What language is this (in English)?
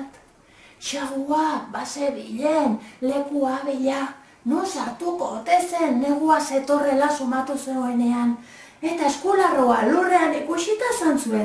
Basque